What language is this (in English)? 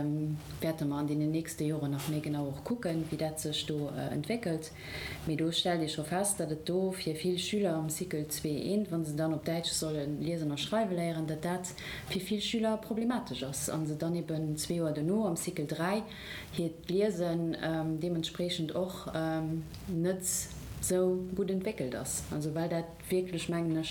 Luxembourgish